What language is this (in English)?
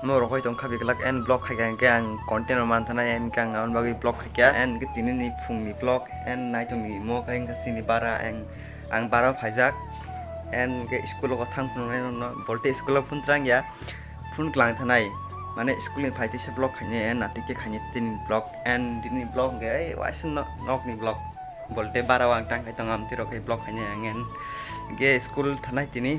Kok Borok